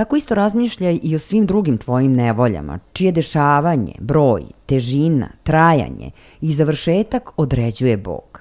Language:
Serbian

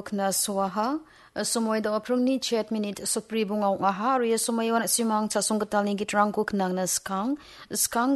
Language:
Garo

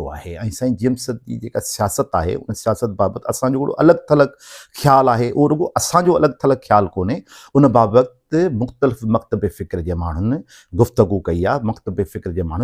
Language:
Sindhi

